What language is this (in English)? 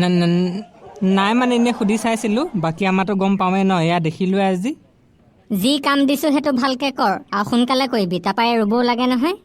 Assamese